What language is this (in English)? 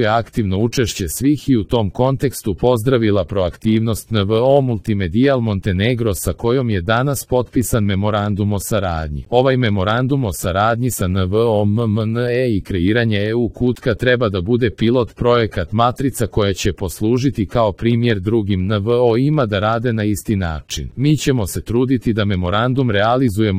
Serbian